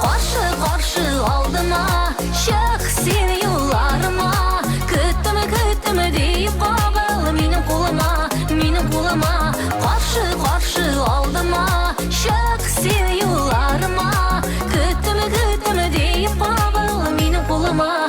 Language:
Tatar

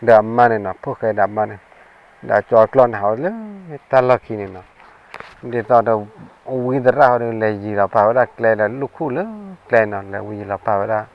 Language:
S'gaw Karen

